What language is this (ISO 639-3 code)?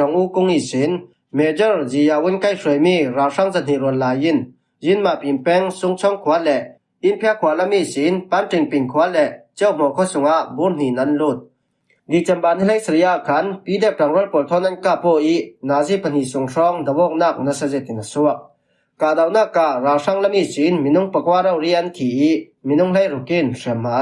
cfm